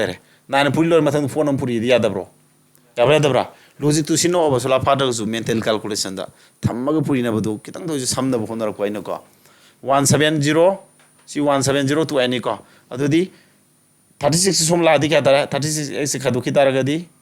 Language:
Manipuri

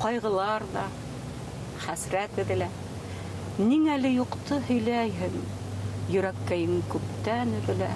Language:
Bashkir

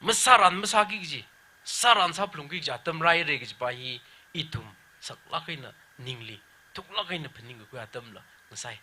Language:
Tangkhul Naga (India)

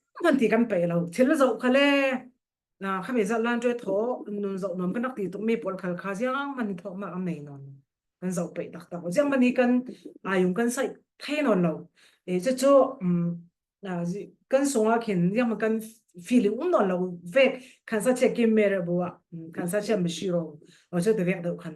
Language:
Falam Chin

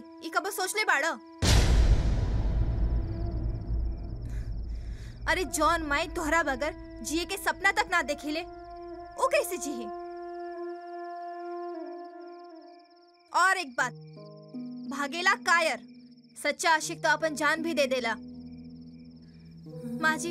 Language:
Bhojpuri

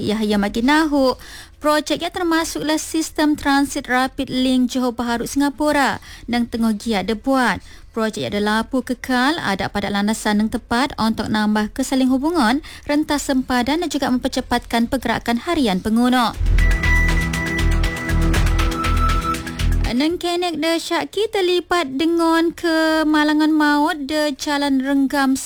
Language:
Malay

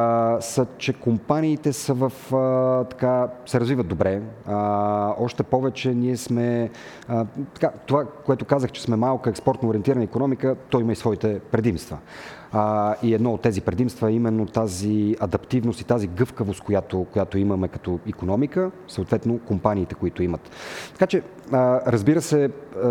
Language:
Bulgarian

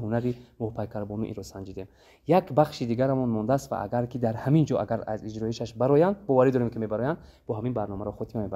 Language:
Tajik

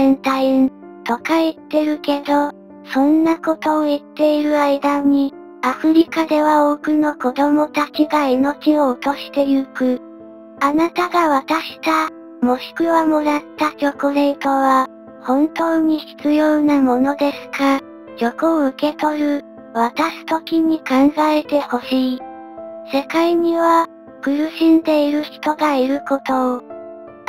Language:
Japanese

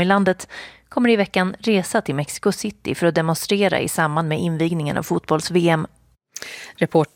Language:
Swedish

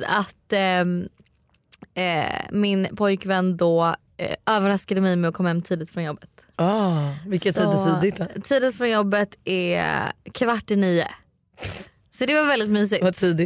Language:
Swedish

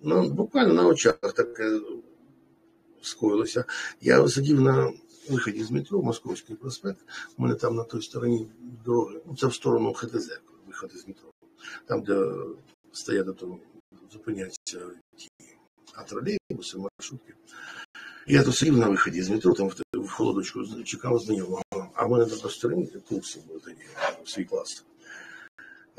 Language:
Ukrainian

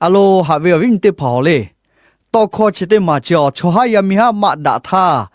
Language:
Lahu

